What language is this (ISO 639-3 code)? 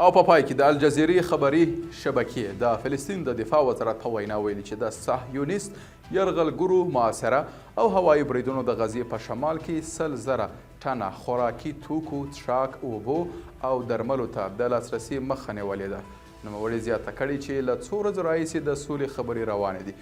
pus